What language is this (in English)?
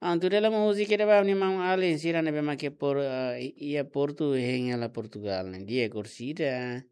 Tetum